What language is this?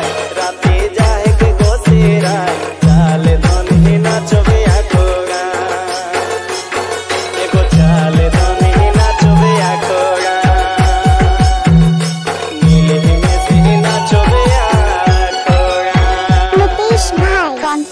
Bhojpuri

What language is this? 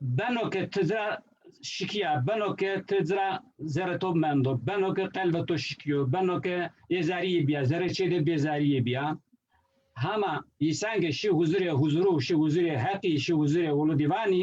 Zaza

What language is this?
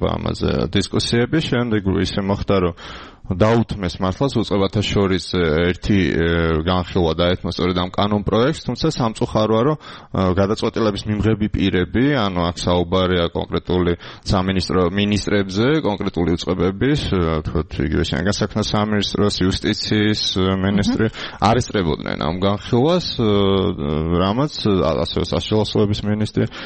Georgian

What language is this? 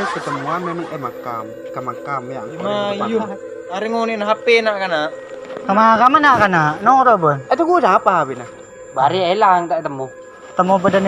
Madurese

